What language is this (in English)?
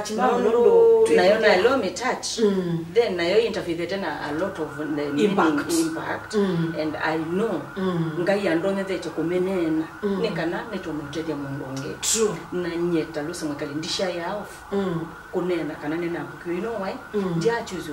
Kamba